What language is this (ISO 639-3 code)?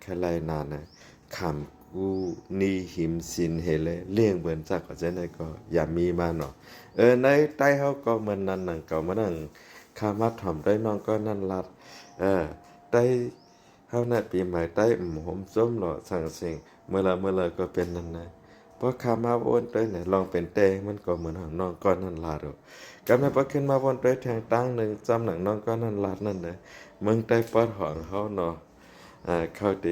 shn